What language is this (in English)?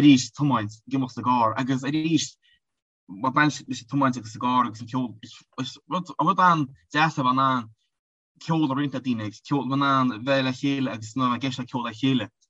Irish